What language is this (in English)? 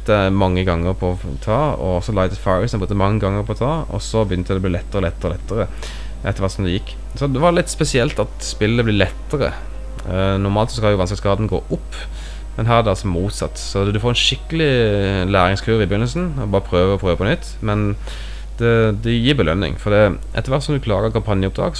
Norwegian